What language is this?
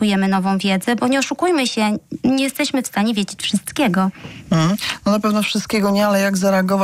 Polish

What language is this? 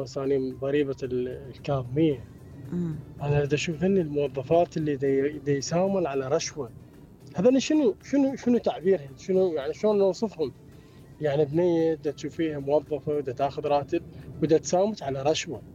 Mesopotamian Arabic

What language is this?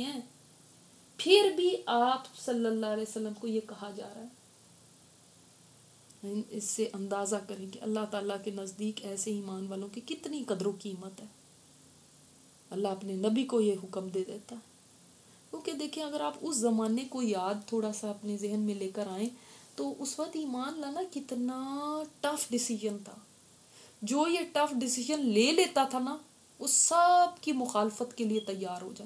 Urdu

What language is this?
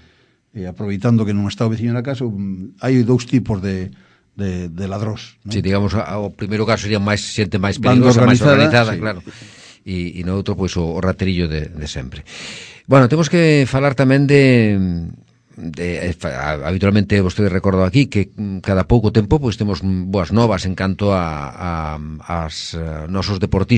Galician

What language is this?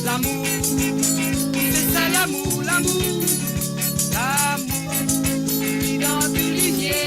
Morisyen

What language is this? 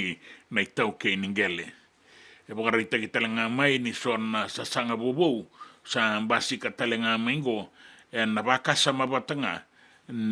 Fijian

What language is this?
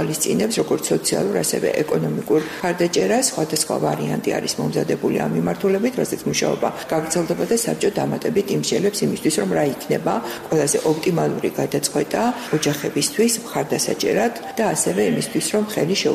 Georgian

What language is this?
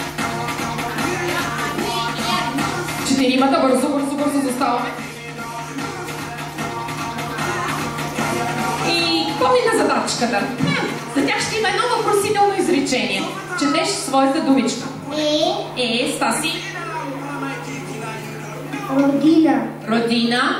Bulgarian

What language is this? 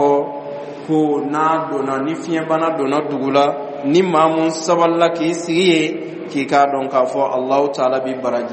Dyula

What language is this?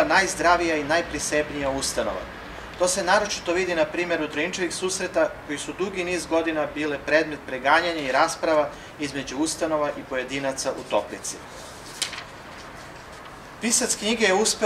Serbian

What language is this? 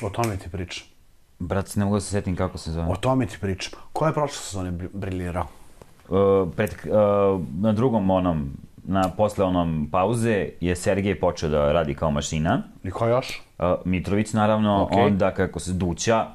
Serbian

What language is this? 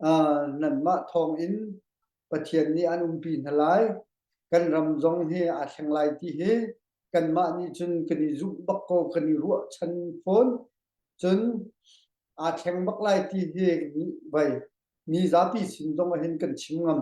Hakha Chin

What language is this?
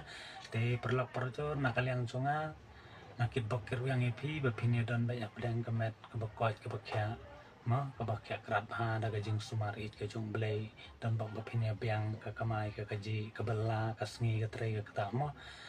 Khasi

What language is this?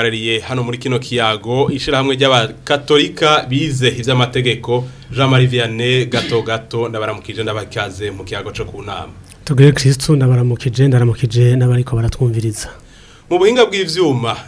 Rundi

